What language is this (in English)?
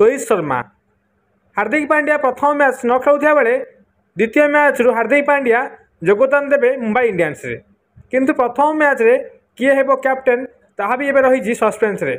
Odia